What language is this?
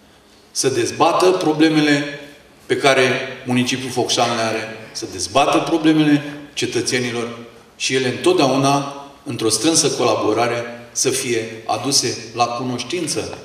Romanian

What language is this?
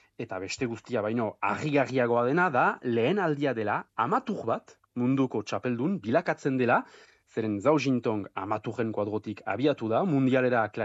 Basque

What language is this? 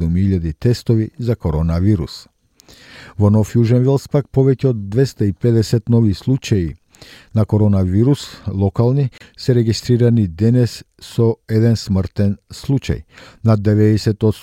Macedonian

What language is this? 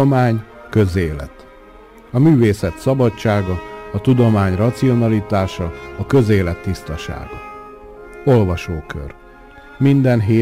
Hungarian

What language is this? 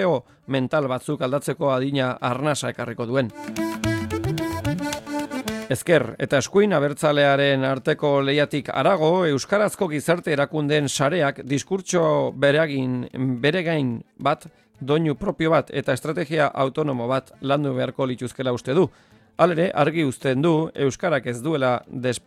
Basque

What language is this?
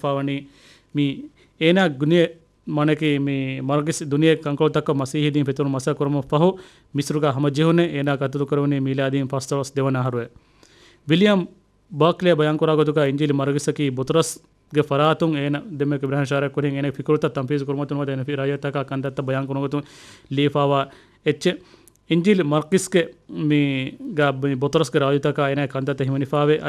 Divehi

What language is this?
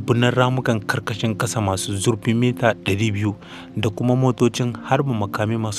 Hausa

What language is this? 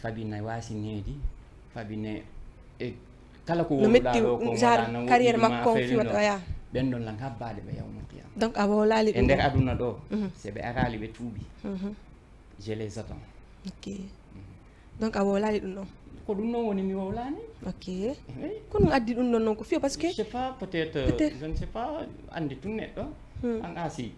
Fula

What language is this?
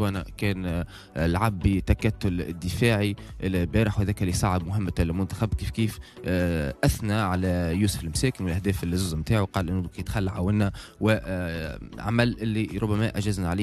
Tunisian Arabic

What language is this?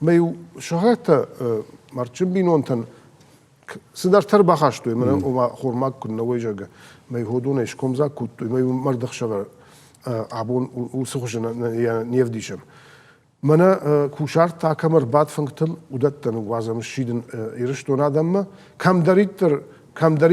Ossetic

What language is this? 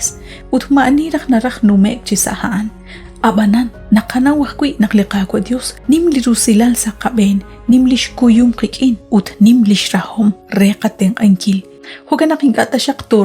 Kekchí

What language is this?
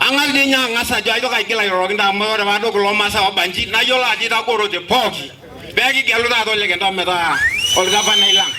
Masai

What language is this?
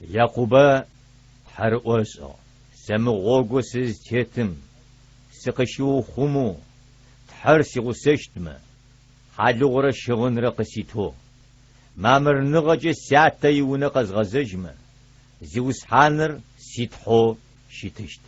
Adyghe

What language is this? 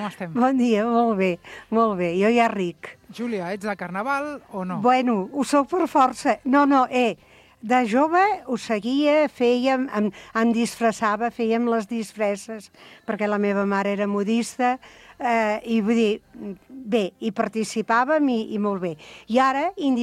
Catalan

